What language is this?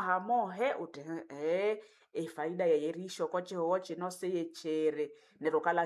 Nande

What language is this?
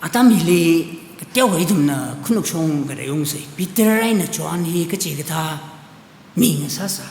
Tangkhul Naga (India)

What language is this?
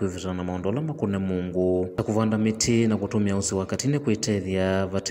Kamba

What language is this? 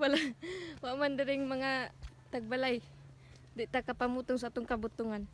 Cebuano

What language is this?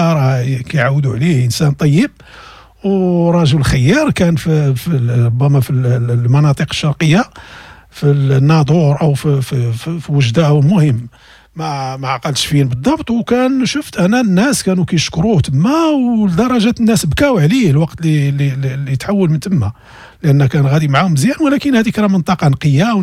Moroccan Arabic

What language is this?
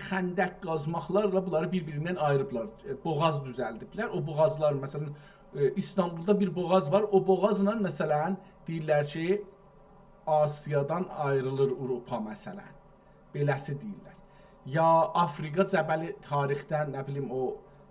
South Azerbaijani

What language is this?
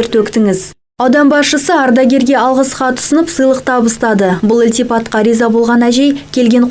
Kazakh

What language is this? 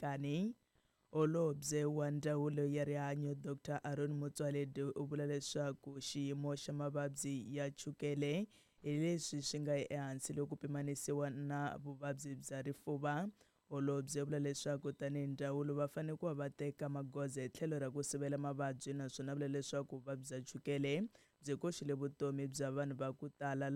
Tsonga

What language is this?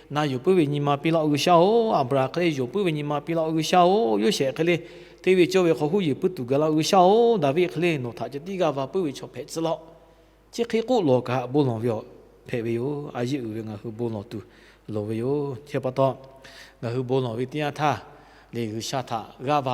Lahu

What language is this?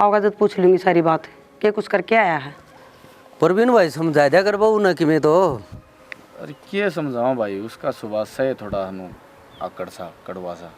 Haryanvi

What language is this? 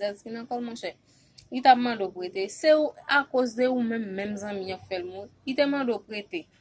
Haitian Creole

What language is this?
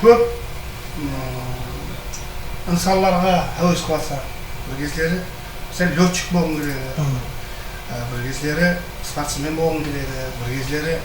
Kara-Kalpak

